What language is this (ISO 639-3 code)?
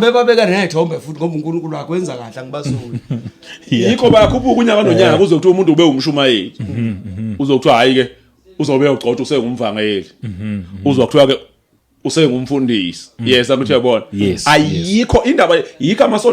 zul